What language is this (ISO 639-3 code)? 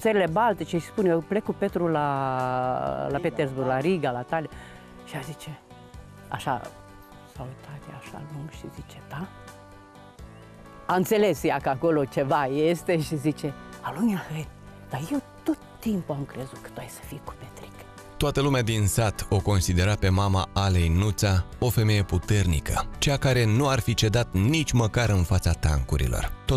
ron